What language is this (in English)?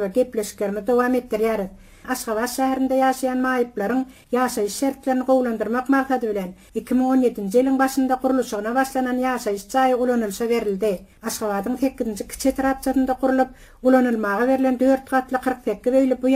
Turkmen